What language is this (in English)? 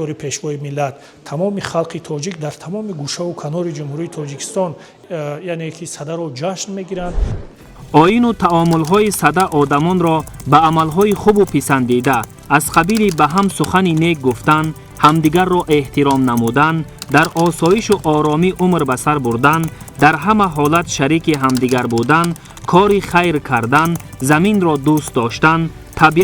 Tajik